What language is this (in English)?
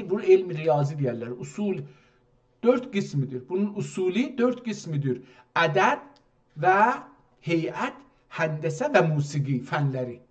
South Azerbaijani